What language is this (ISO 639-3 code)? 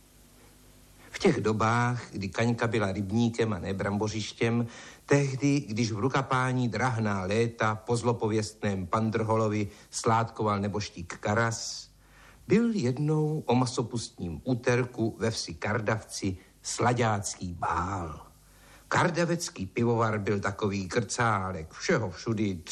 ces